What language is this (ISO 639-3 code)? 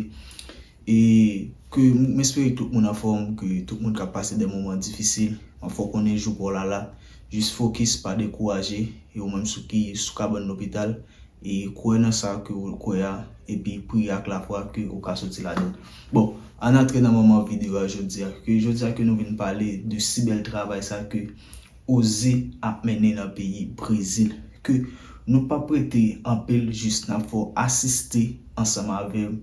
hat